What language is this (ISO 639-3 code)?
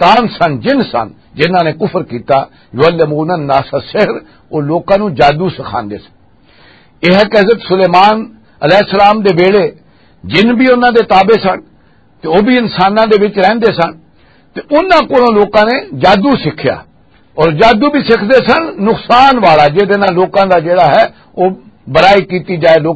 lah